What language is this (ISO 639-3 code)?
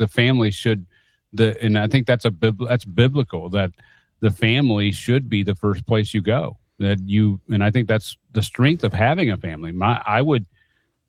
eng